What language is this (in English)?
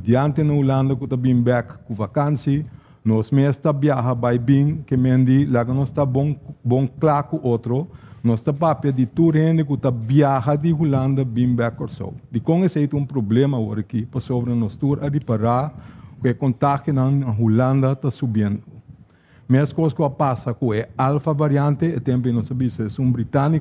Papiamento